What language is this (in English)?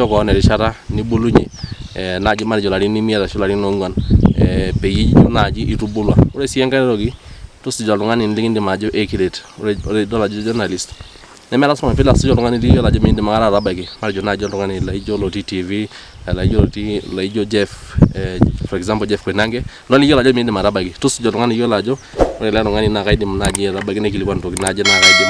Masai